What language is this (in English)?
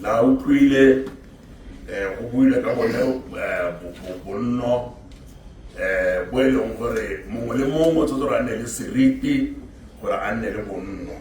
Tswana